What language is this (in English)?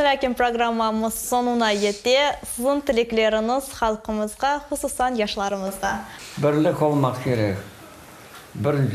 Crimean Tatar